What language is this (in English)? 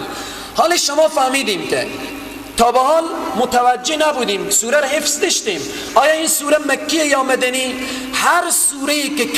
Persian